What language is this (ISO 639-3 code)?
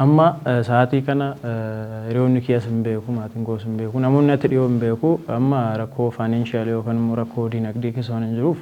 orm